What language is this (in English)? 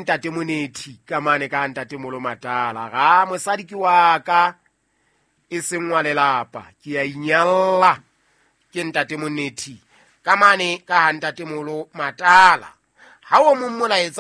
Southern Sotho